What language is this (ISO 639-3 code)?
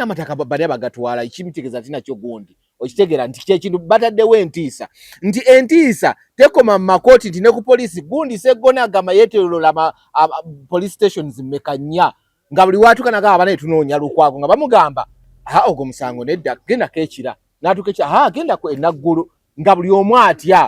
lug